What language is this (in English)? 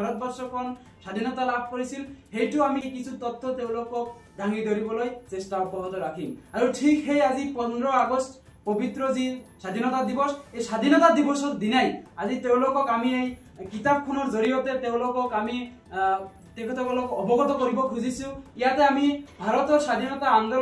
Assamese